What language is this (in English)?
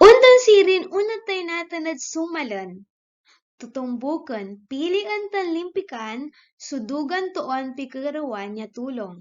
Pangasinan